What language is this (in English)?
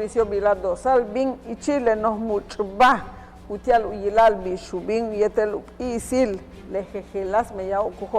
Yucateco